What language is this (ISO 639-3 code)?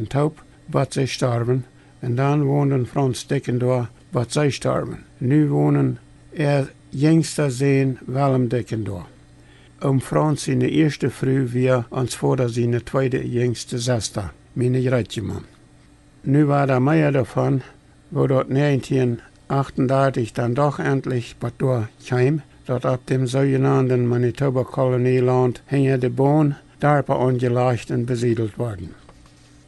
pdt